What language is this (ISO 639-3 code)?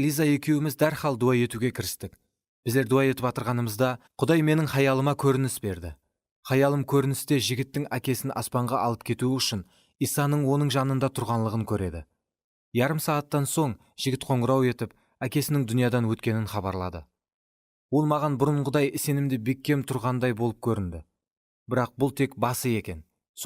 kaa